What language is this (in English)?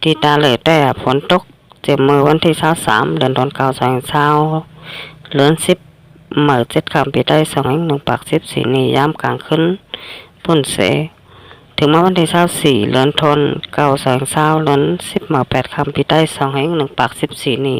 Shan